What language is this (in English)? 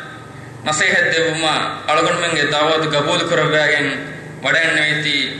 Divehi